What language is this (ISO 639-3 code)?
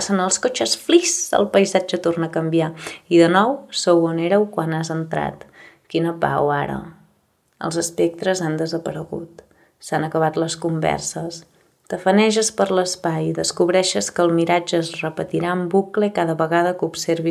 cat